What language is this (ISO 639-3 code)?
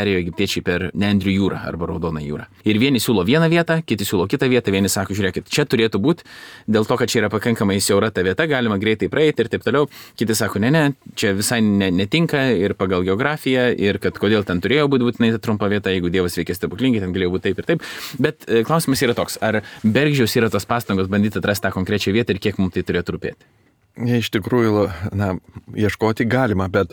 lit